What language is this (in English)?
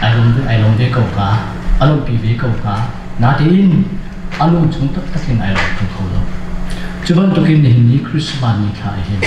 Hakha Chin